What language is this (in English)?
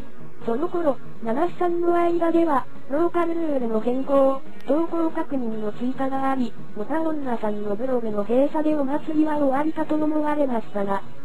Japanese